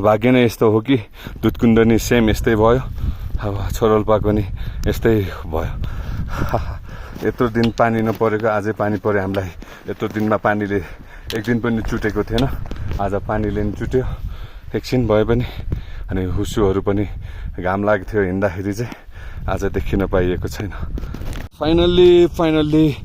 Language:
Nepali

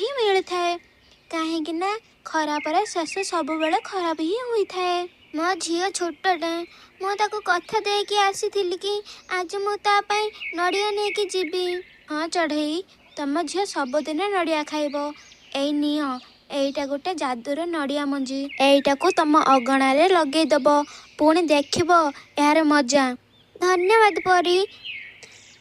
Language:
Odia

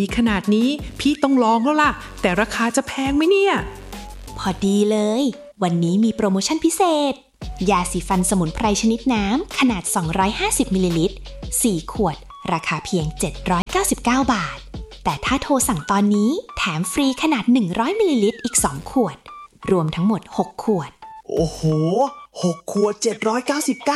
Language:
Thai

